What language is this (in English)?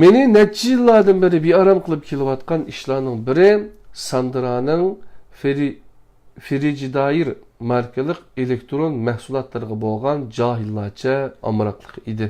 Uyghur